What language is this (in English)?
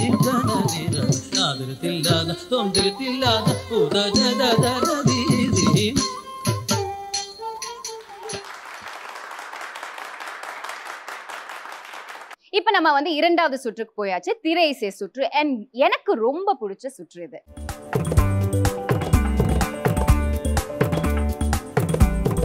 Tamil